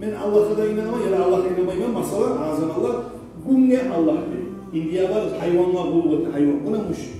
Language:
Kumyk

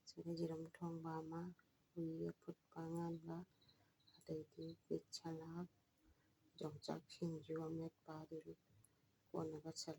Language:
Manipuri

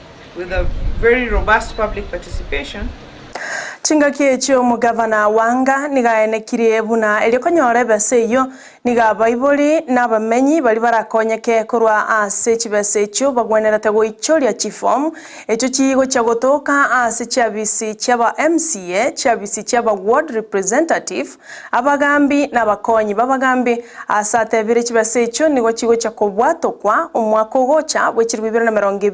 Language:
Gusii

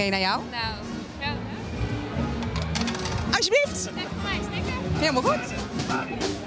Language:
Dutch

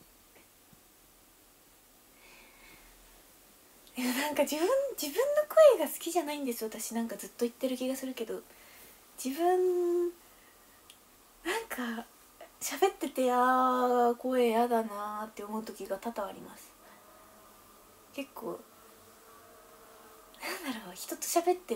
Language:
Japanese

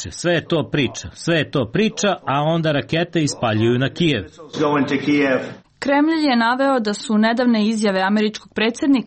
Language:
Croatian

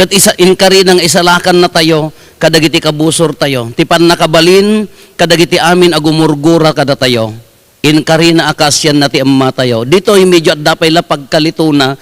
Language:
Iloko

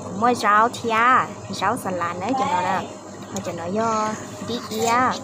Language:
Hmong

